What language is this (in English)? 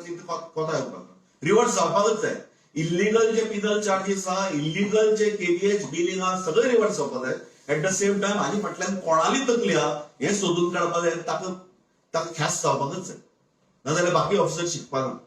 Konkani